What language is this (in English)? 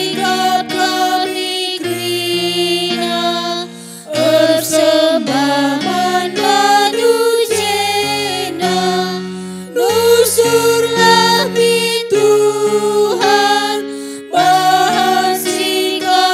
Batak Karo